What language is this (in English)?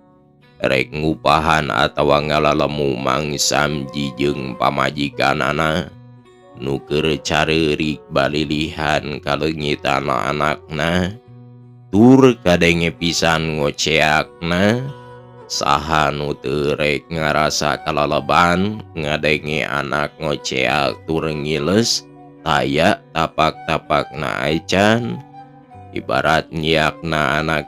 Sundanese